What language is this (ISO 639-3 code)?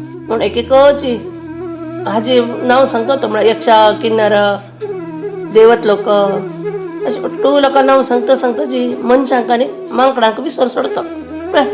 kok